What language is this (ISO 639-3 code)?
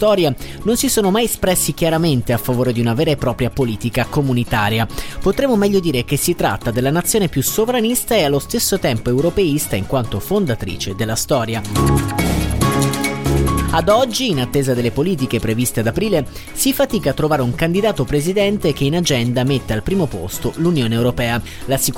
ita